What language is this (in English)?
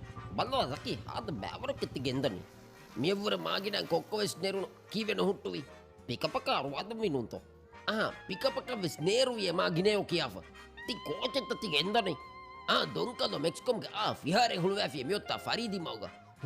Divehi